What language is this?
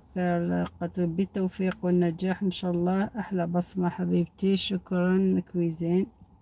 Algerian Arabic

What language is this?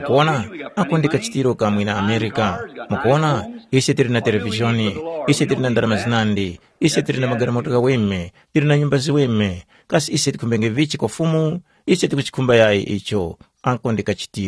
Tumbuka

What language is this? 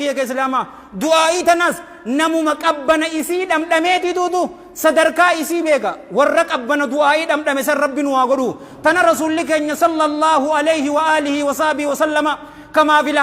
Oromo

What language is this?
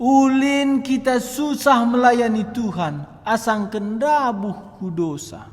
Batak Karo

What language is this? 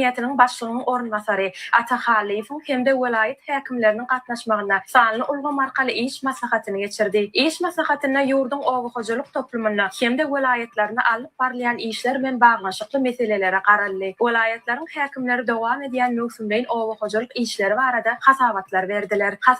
Turkmen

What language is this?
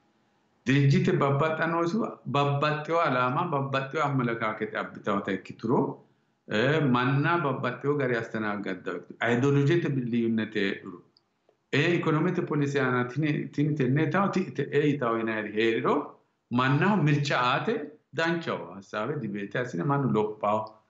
Sidamo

